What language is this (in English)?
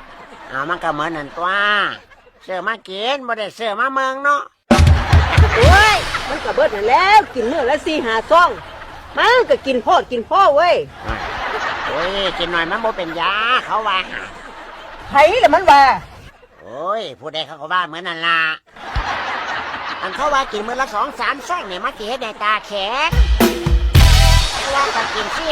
Lao